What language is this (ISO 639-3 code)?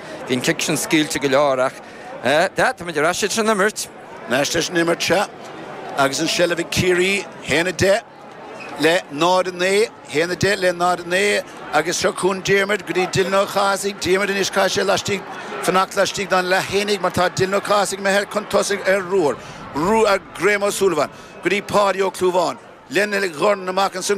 gle